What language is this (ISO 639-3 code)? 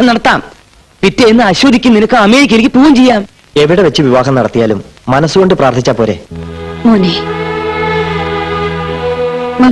mal